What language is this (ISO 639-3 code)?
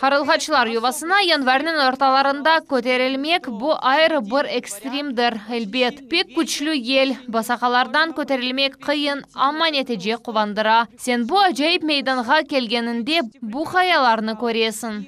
crh